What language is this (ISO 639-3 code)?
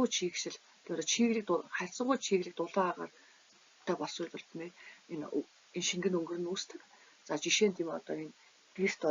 mon